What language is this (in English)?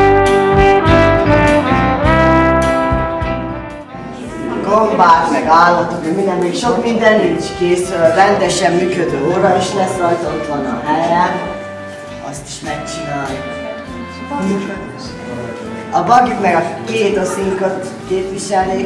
Hungarian